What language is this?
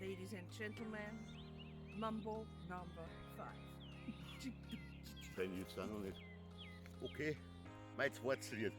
Bavarian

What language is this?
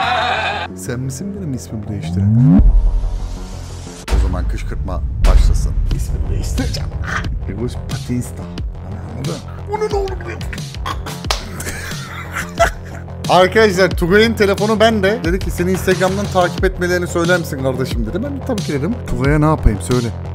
Turkish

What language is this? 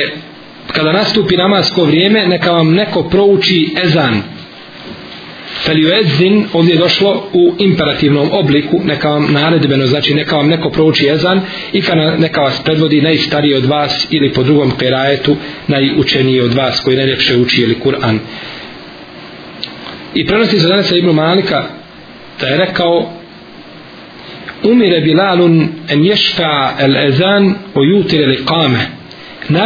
Bosnian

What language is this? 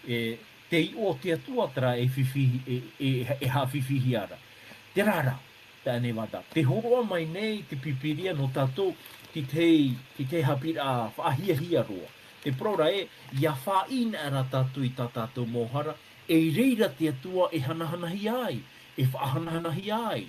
Tahitian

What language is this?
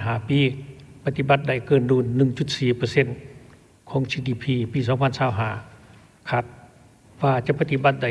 Lao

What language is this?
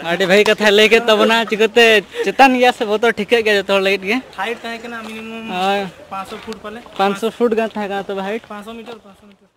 Santali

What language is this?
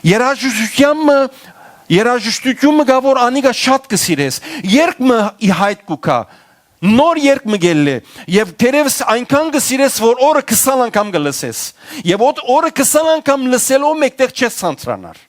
Western Armenian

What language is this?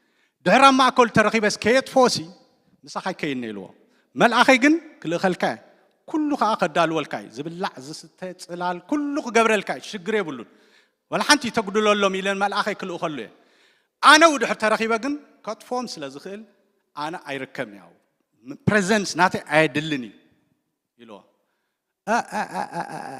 Tigrinya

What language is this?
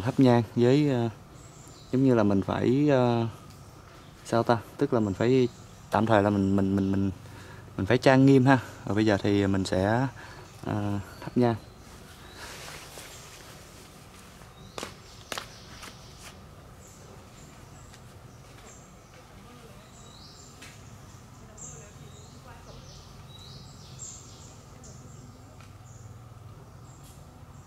Vietnamese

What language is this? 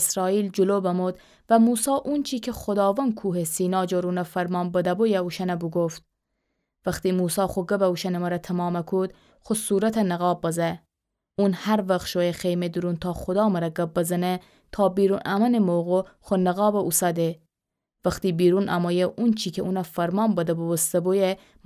Gilaki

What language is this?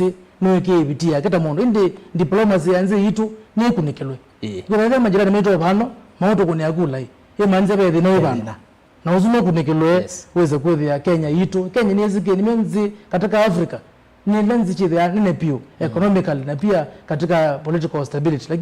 Kamba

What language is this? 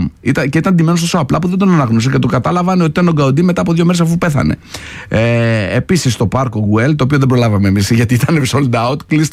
Greek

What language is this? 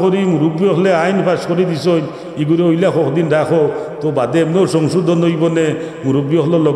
Sylheti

